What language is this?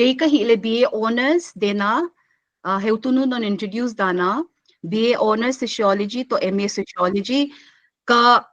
Paite Chin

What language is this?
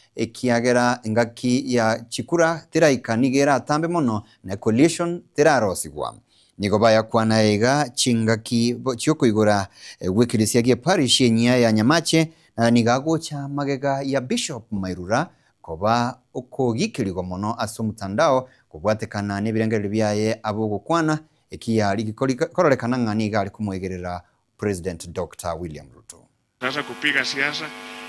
Gusii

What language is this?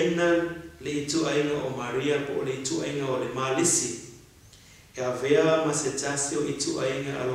Samoan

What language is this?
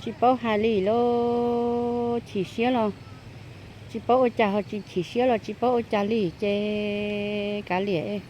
Hmong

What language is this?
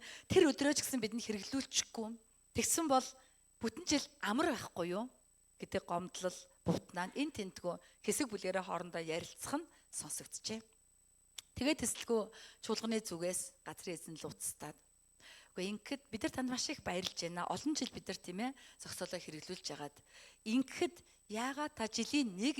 Mongolian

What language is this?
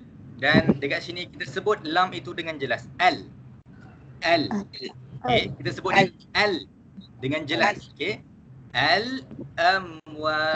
Malay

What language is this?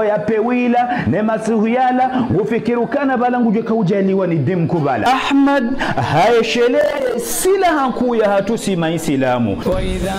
Ngazidja Comorian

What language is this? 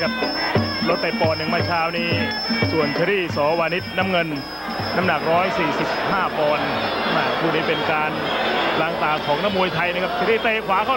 Thai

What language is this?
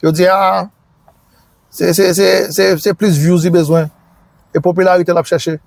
Haitian Creole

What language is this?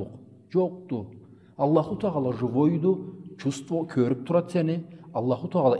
Karachay-Balkar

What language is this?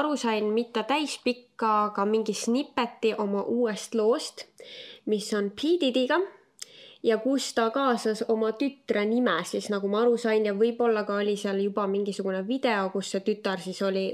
Estonian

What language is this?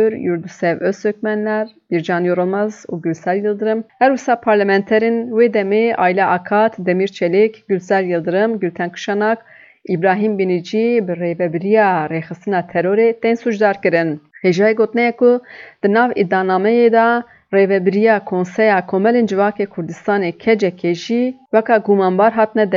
Kurdish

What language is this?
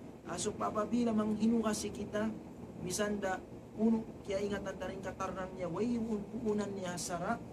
Tausug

